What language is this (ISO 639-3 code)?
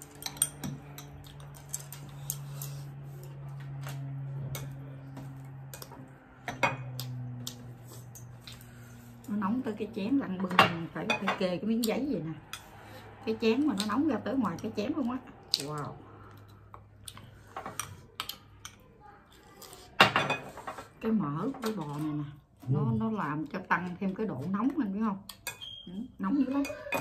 vie